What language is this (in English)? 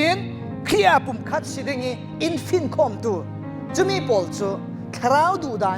Falam Chin